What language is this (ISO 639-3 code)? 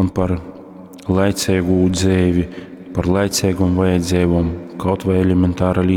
ltg